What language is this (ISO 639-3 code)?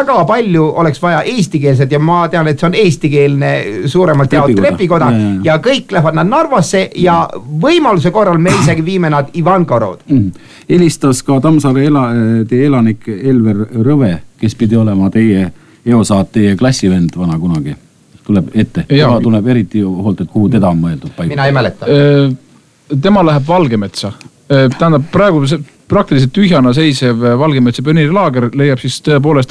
est